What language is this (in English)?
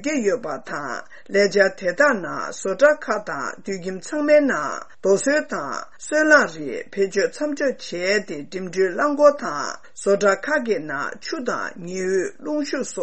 Tibetan